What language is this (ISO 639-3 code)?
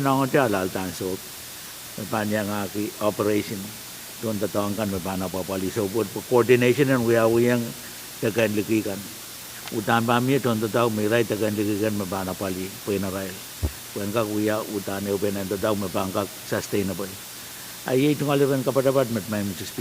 pon